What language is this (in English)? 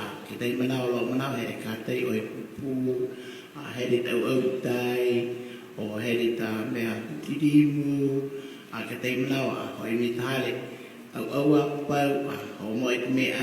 Hawaiian